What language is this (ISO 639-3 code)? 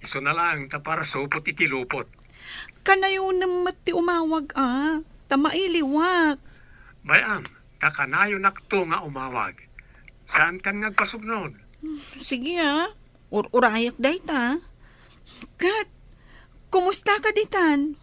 ilo